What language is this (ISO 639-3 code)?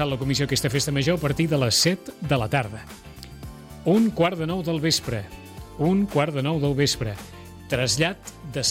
cat